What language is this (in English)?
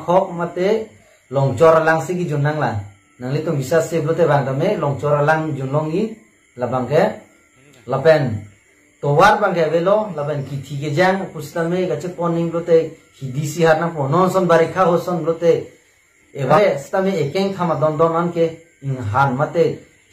Karbi